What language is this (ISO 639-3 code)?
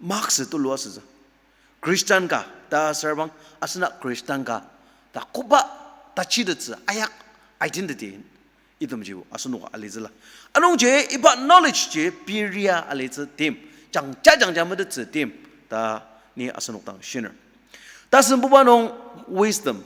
njo